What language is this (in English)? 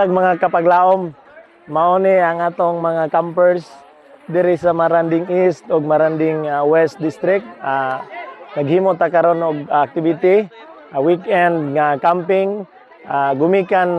Cebuano